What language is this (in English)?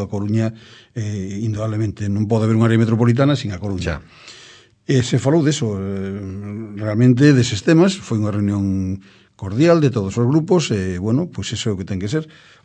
Galician